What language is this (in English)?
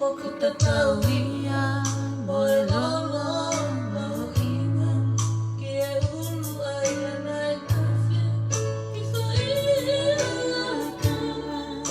Tongan